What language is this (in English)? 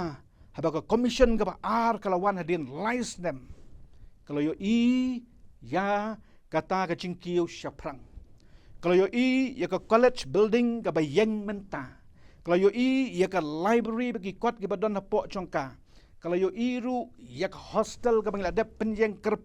Khasi